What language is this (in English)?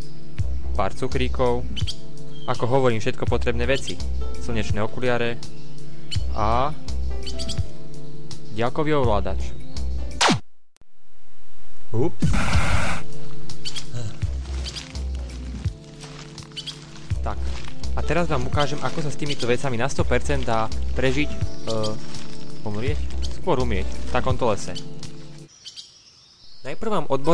Slovak